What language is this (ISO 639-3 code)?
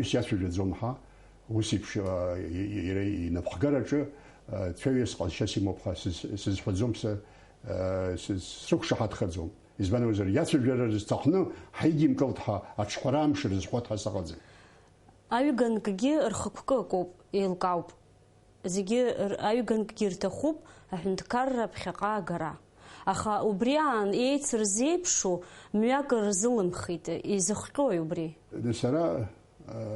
abk